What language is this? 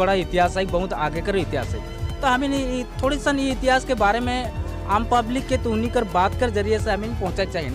Sadri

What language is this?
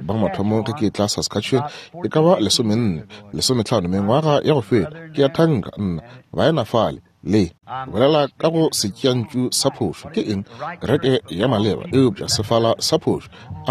Northern Sotho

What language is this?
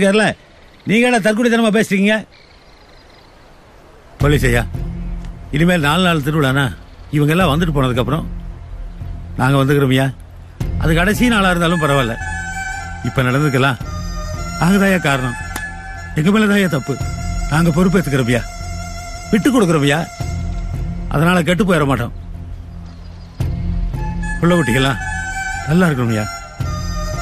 Tamil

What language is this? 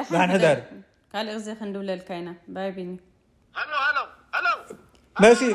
Tigrinya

